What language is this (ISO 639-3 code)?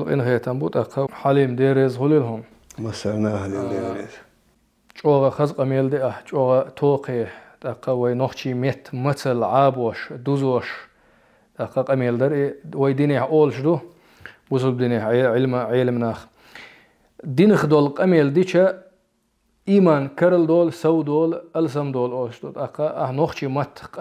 che